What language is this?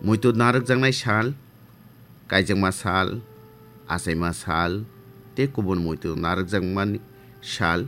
Kok Borok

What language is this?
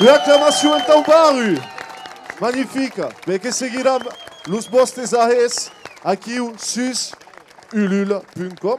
Occitan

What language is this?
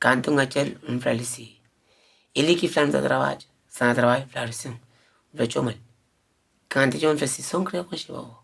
Kabuverdianu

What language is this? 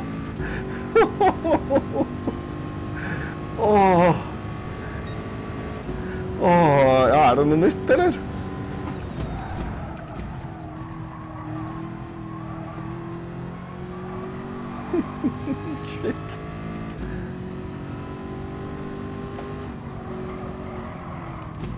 Norwegian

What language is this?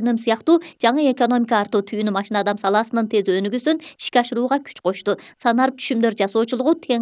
Kyrgyz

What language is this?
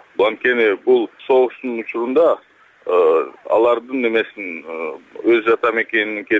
Kyrgyz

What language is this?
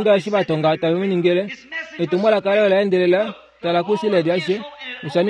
Kuanyama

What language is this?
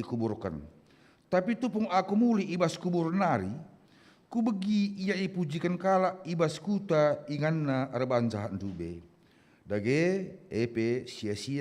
Batak Karo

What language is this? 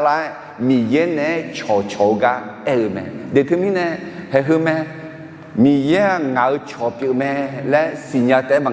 Akha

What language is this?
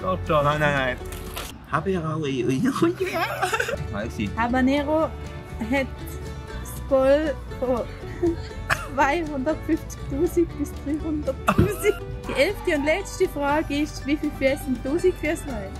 Swiss German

